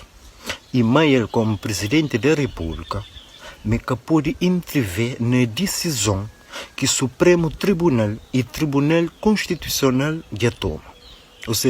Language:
Kabuverdianu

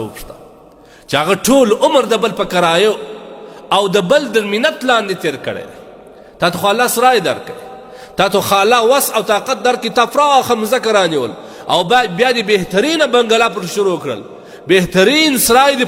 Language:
Pashto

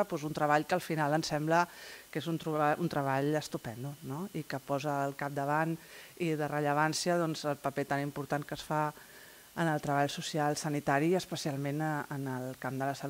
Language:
Catalan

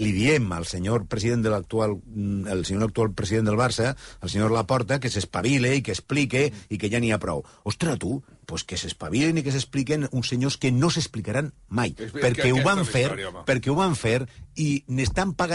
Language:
Catalan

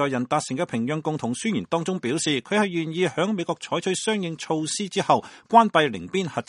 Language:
Cantonese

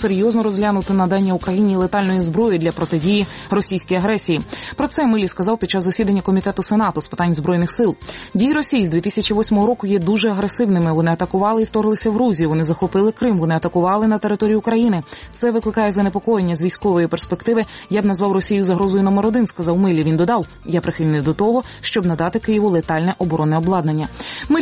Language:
Ukrainian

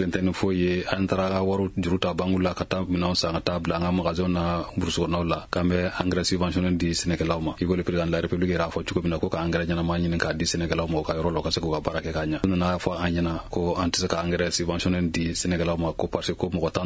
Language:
Bambara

